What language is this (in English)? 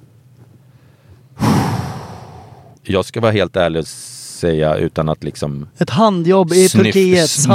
Swedish